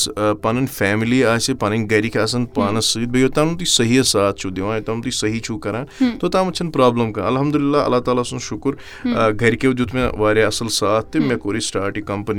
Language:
Kashmiri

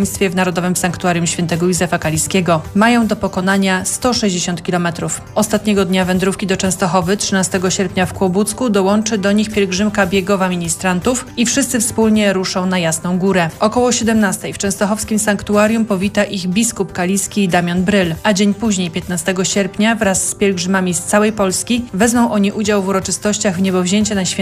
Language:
Polish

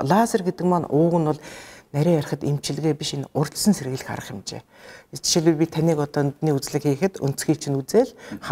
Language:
Mongolian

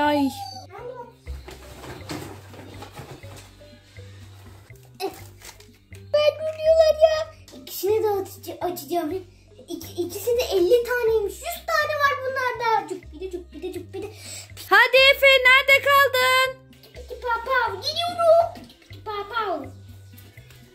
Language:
Turkish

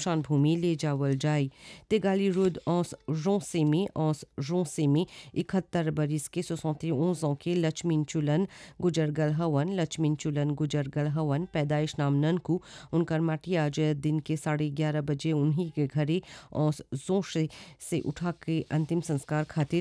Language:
Bhojpuri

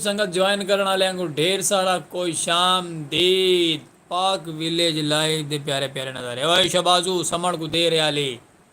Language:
Saraiki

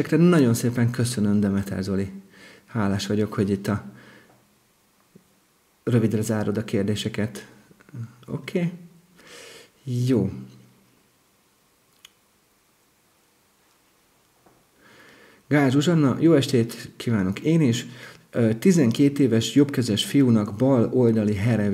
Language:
Hungarian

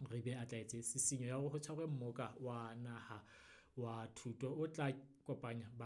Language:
Southern Sotho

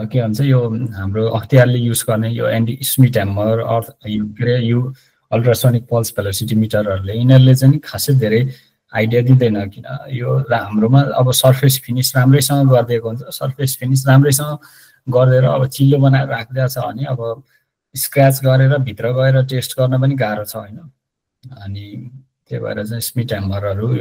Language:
Nepali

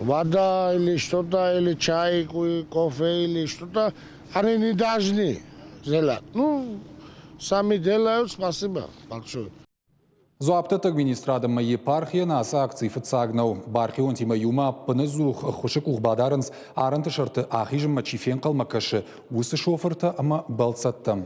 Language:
Ossetic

